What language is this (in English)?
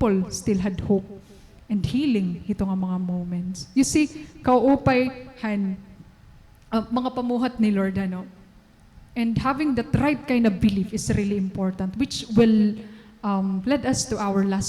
Waray